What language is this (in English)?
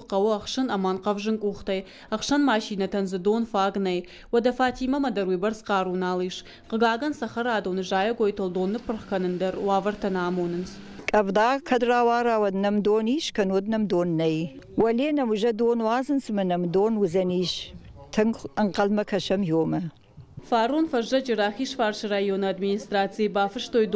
Ossetic